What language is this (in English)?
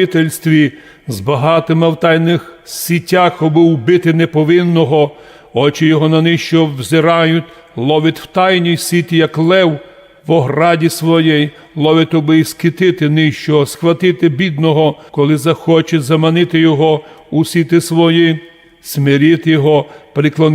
Rusyn